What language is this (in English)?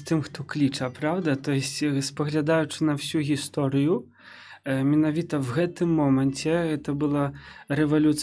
Belarusian